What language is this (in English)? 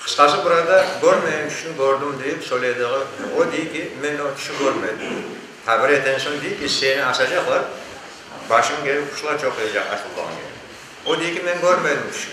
Crimean Tatar